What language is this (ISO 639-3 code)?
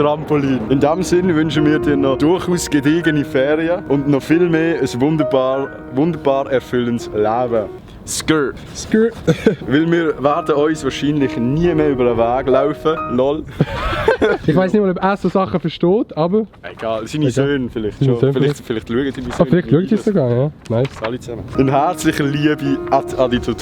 gsw